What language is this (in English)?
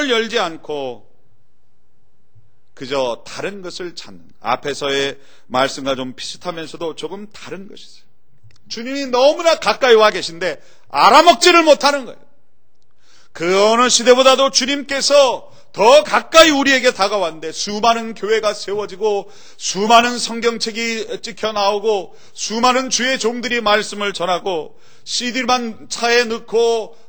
Korean